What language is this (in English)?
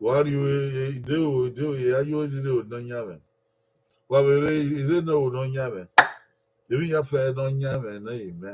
Bini